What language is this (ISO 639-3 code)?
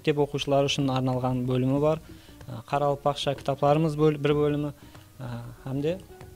kaa